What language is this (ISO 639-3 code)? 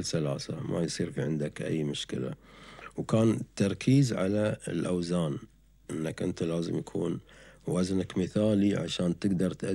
afb